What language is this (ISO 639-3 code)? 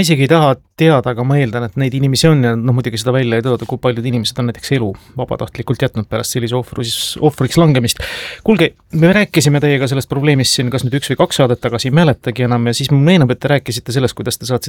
est